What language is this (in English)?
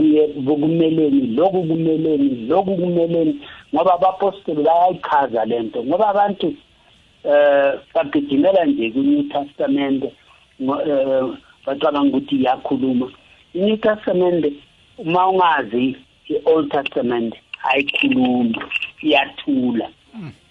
South Ndebele